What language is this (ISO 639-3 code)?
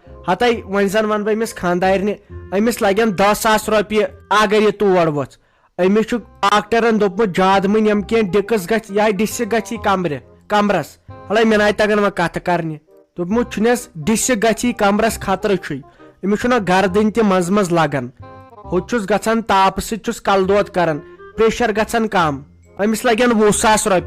kas